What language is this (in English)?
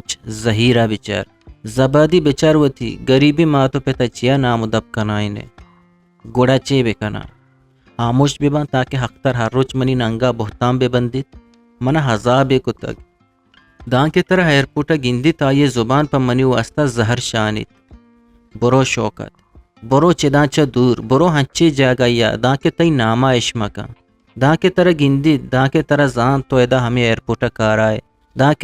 Eastern Balochi